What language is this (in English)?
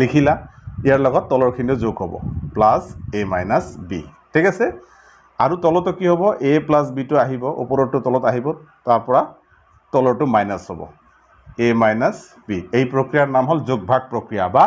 Assamese